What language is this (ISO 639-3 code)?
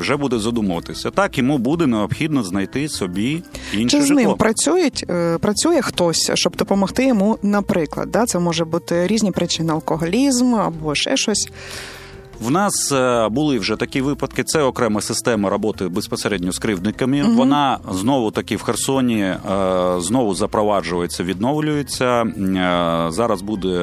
ukr